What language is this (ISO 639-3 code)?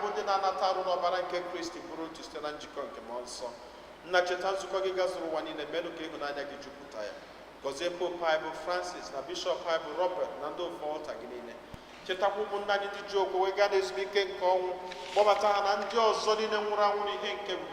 ibo